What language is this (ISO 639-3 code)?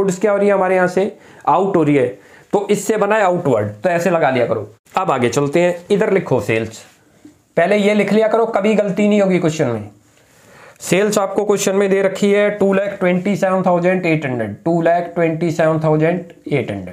hin